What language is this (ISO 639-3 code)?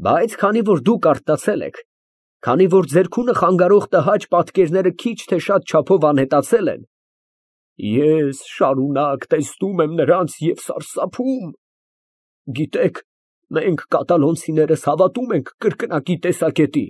hye